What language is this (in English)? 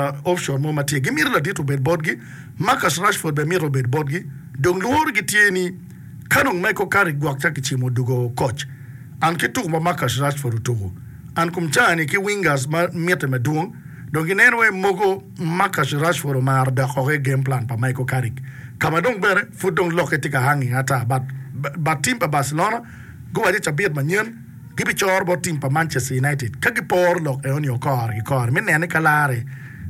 Acoli